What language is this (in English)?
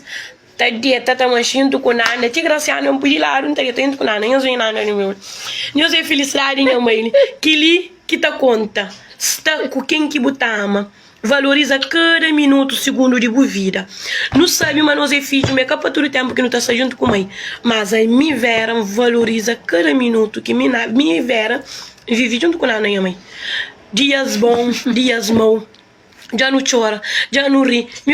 Kabuverdianu